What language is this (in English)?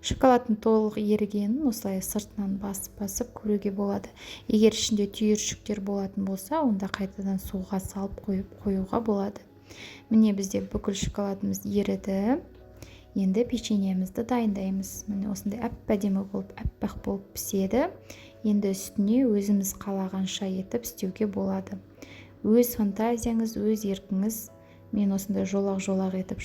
Kazakh